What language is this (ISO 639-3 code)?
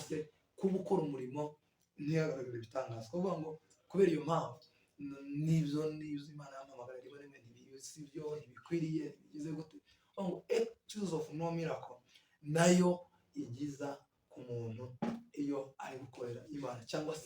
kin